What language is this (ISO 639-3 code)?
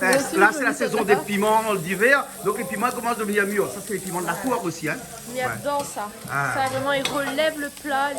rcf